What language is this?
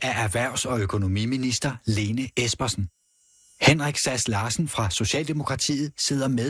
Danish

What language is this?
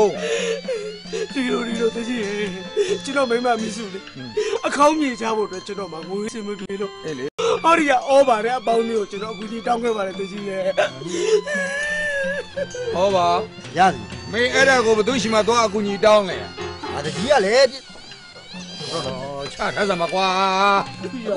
Burmese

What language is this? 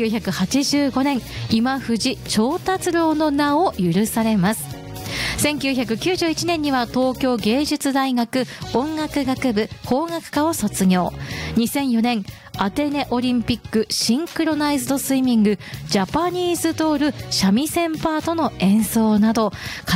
Japanese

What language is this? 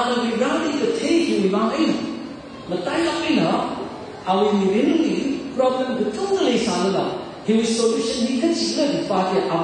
Tangkhul Naga (India)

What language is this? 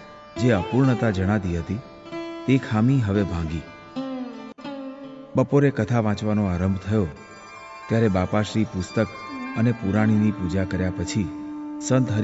Gujarati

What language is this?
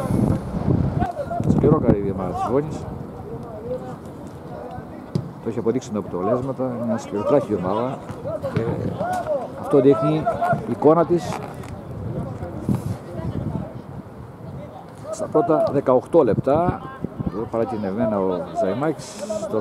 Greek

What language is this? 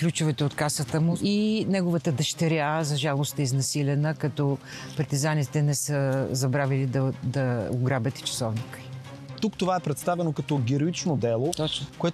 Bulgarian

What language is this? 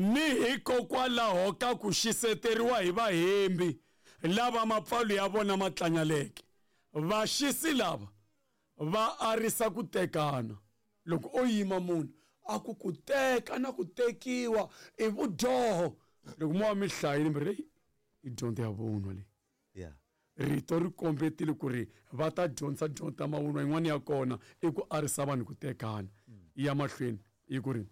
Tsonga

